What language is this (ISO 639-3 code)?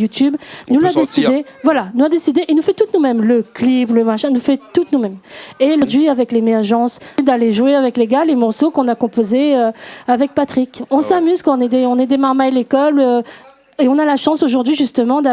rcf